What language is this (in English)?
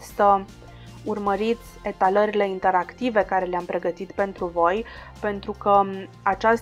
Romanian